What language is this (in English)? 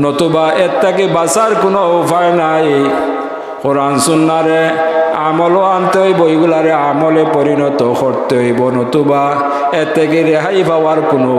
Sylheti